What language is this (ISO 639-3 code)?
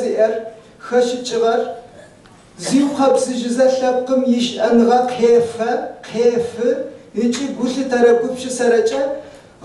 ady